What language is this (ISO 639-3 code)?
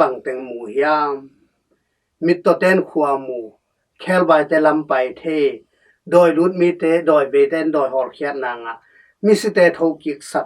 ctd